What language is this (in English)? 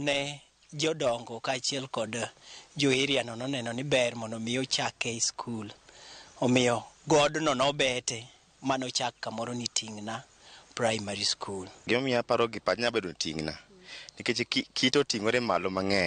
Luo (Kenya and Tanzania)